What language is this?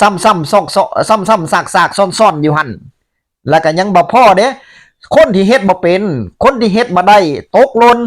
Northeastern Thai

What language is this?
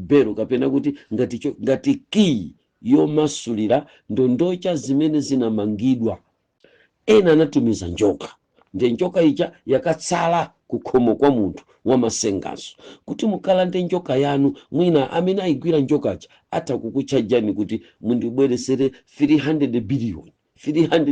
Nyanja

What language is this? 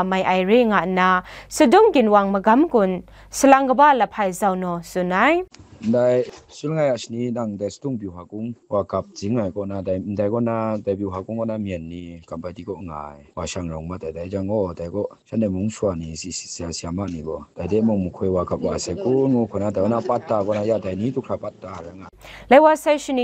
Kachin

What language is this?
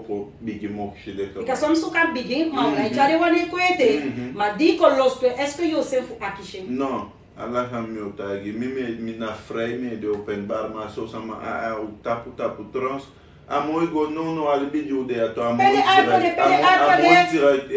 Sranan Tongo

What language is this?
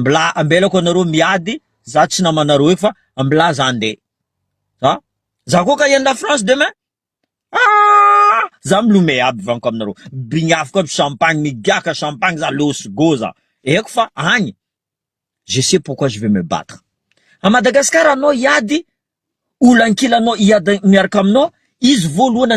Malagasy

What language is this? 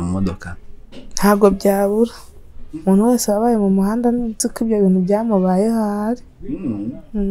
Kinyarwanda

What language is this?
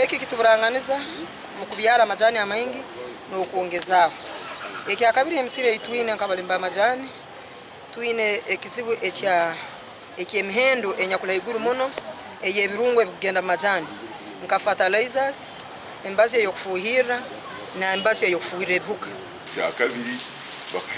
Nyankole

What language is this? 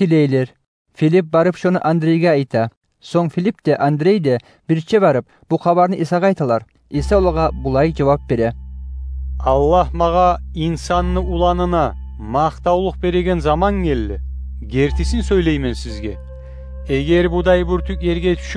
Kumyk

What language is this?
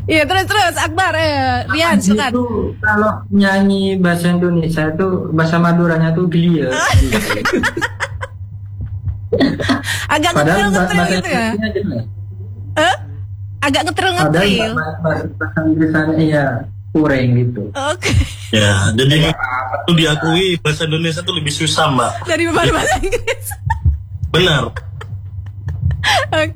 Indonesian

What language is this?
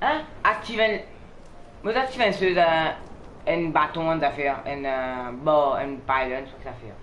Morisyen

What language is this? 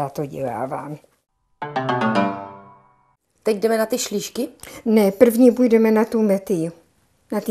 Czech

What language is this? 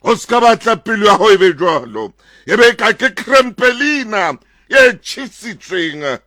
Southern Sotho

